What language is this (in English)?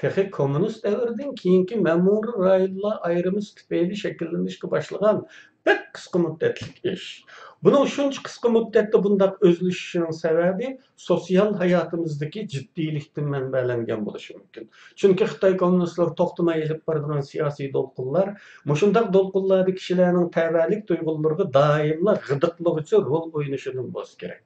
Uyghur